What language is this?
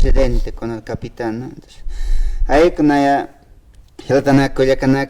Aymara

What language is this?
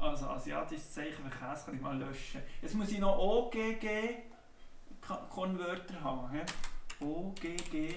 Swiss German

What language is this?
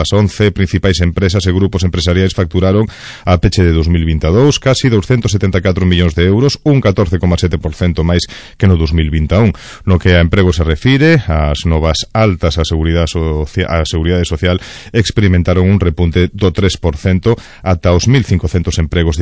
Galician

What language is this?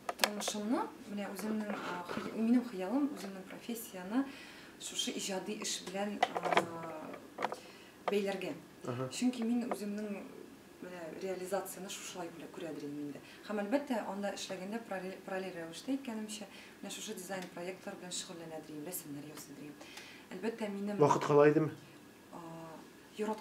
Tatar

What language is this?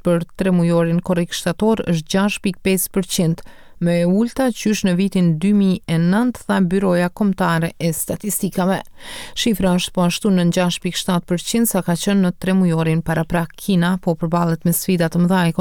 Albanian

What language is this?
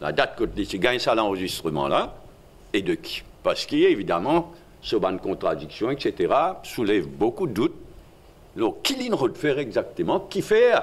Morisyen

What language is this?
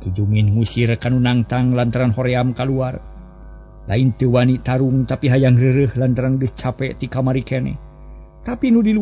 Sundanese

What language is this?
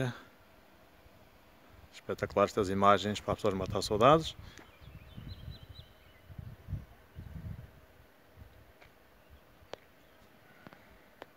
Portuguese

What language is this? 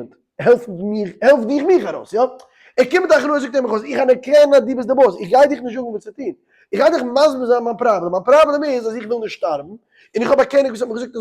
Yiddish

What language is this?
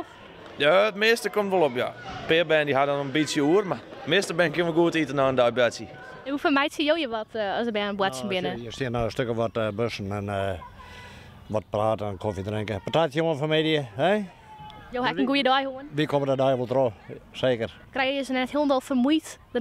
Western Frisian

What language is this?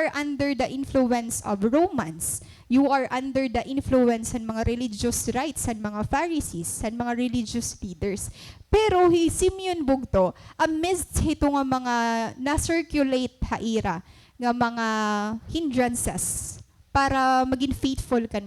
Waray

